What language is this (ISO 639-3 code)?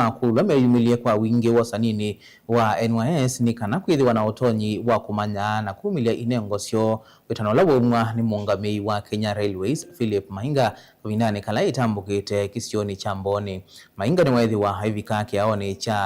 kam